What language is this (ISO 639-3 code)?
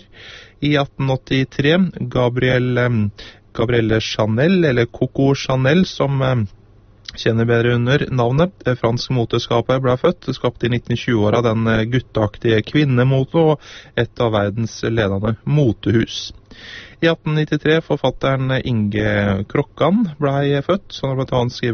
nor